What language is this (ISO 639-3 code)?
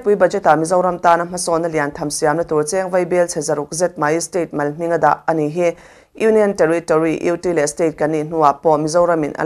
lus